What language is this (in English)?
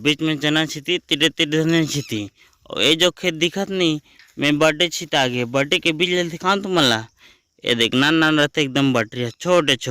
Chhattisgarhi